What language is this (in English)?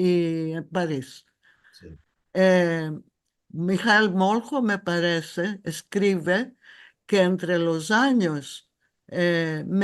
Ladino